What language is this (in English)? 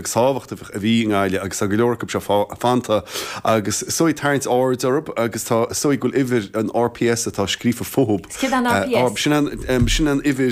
Irish